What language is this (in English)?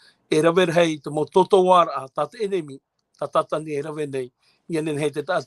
Tahitian